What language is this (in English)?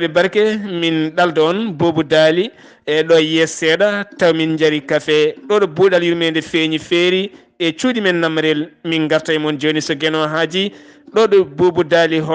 Fula